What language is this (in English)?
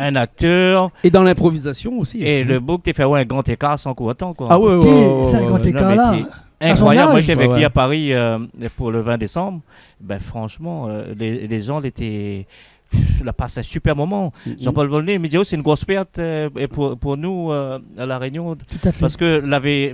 Réunion Creole French